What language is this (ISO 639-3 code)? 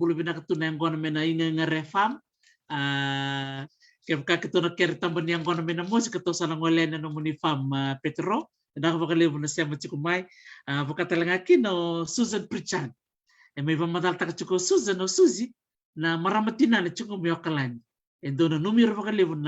fij